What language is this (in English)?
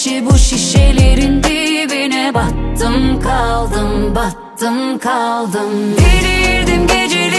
Turkish